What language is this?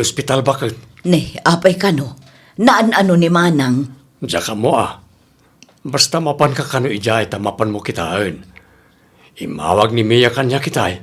Iloko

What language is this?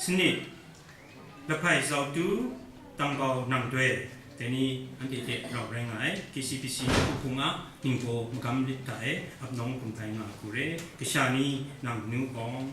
Kachin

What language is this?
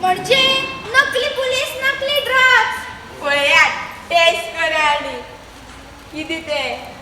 Konkani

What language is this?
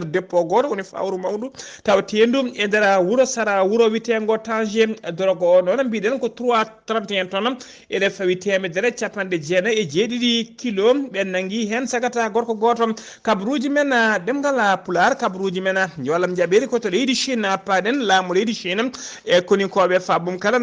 Fula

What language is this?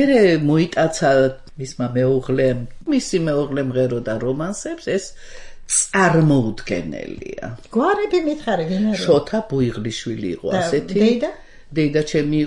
Georgian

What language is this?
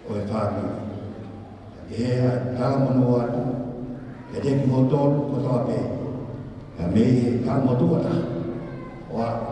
Tongan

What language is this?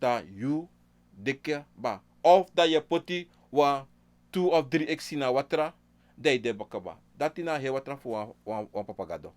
Sranan Tongo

